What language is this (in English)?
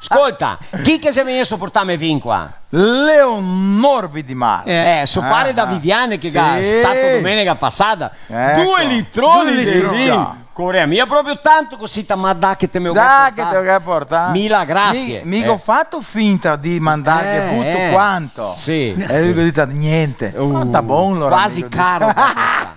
Venetian